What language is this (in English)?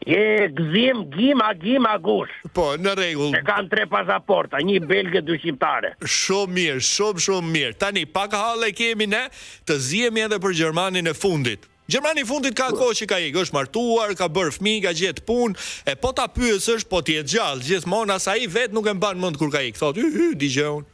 Albanian